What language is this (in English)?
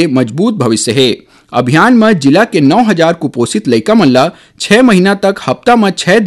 Chhattisgarhi